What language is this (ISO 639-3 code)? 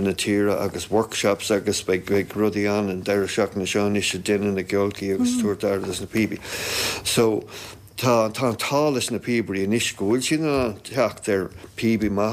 gle